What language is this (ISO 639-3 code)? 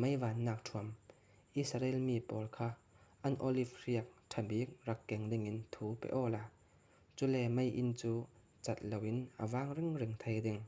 cfm